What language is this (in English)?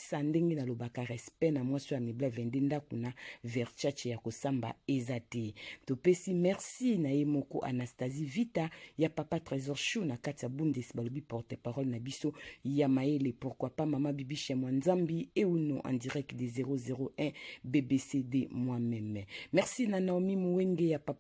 Lingala